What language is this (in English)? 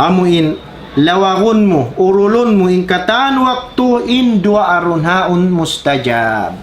Tausug